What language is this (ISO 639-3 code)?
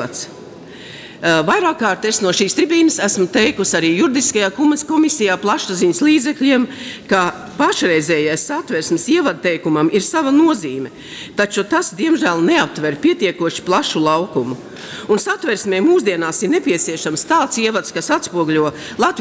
lav